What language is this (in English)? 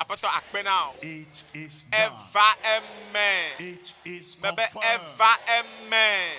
Ewe